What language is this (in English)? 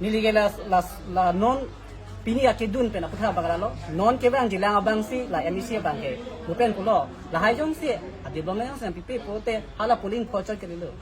Karbi